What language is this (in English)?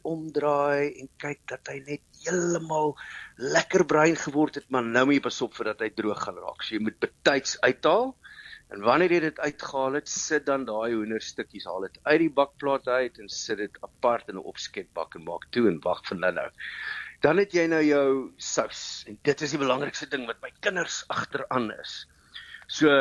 Afrikaans